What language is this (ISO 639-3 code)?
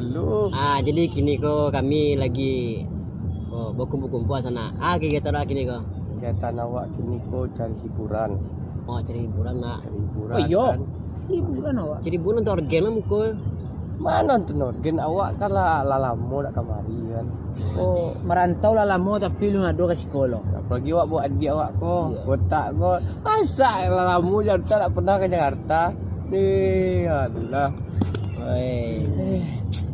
min